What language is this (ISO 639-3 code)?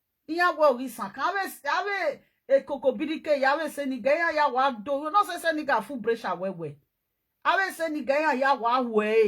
pcm